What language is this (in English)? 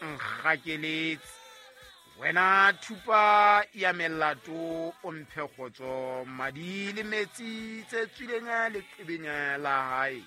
Southern Sotho